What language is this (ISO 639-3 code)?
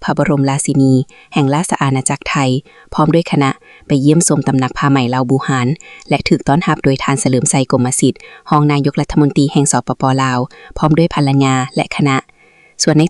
lao